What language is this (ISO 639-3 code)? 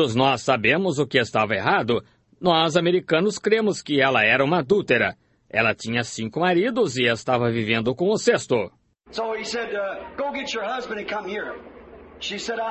por